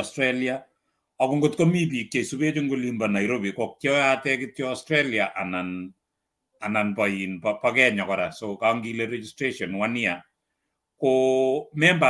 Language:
Kalenjin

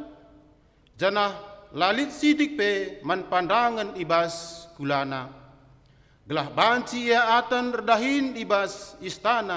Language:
Batak Karo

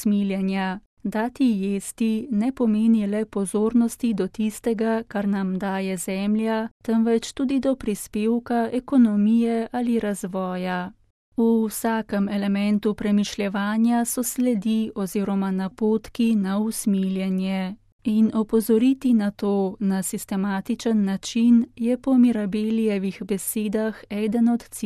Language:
Slovenian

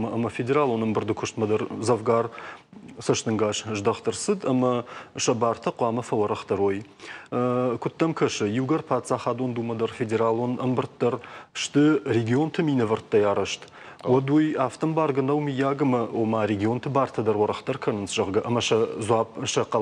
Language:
Ossetic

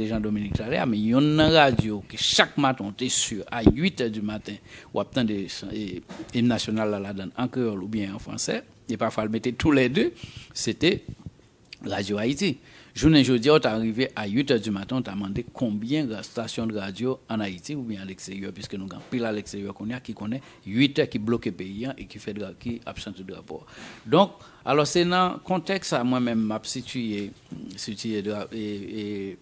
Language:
Haitian Creole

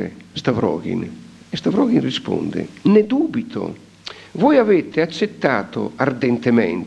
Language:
Italian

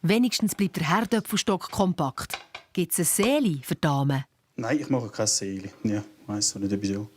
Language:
Swiss German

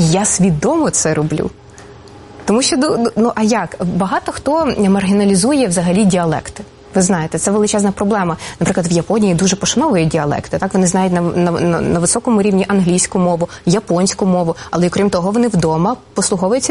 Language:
Ukrainian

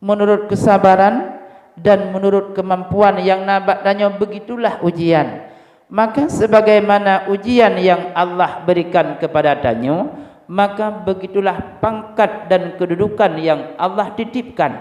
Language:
Achinese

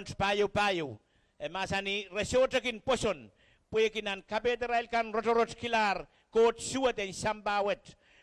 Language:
Pohnpeian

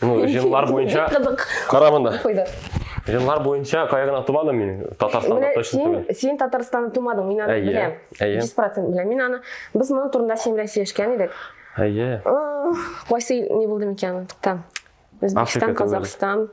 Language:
Tatar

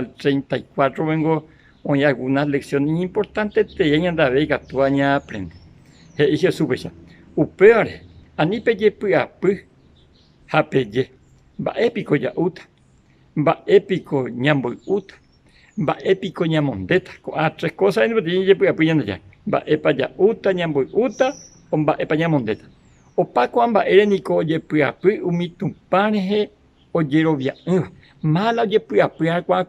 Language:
Guarani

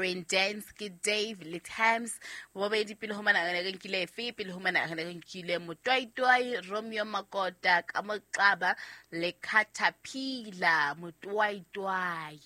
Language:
Southern Sotho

